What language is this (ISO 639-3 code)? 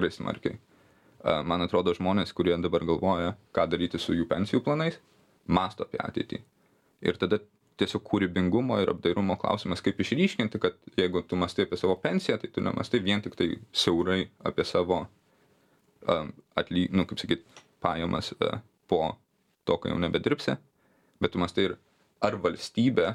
lit